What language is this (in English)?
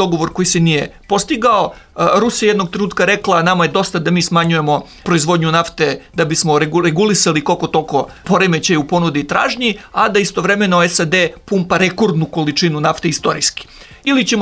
Serbian